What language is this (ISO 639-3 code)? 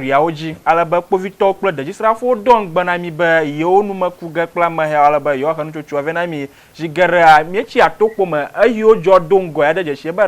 ewe